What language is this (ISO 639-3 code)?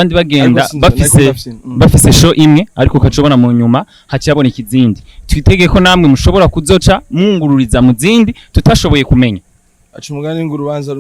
run